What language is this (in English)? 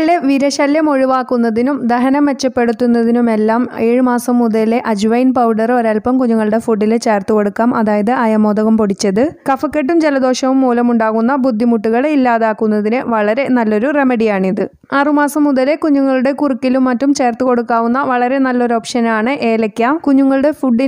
Malayalam